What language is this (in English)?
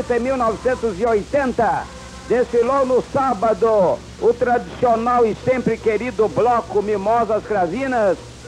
Portuguese